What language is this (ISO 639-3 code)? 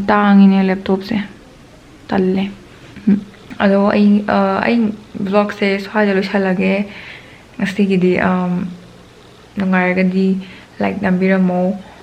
mni